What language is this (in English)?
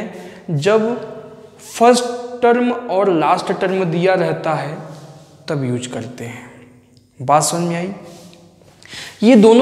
Hindi